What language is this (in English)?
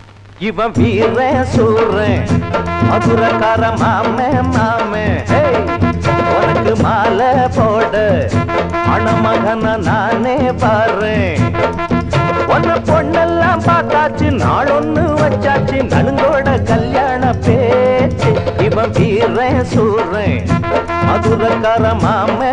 Tamil